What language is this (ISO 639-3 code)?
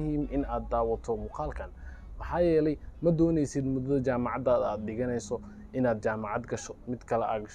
som